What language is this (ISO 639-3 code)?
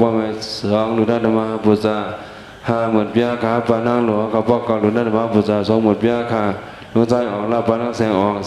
shn